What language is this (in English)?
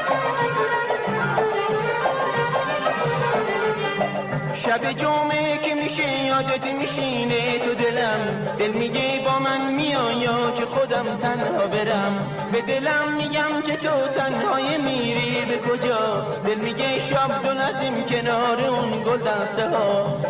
Persian